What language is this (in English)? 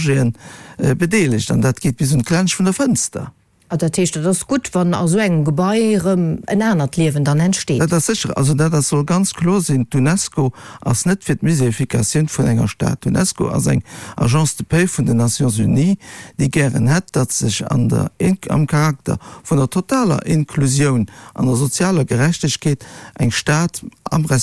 Luxembourgish